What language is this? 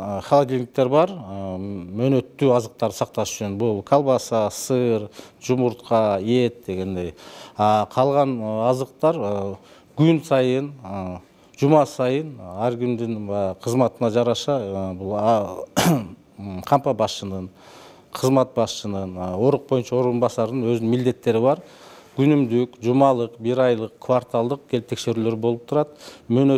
Kyrgyz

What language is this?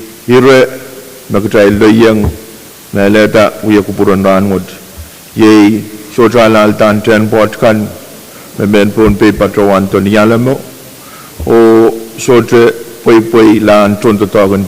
Pohnpeian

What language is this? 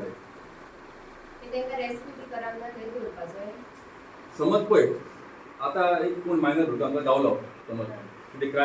Konkani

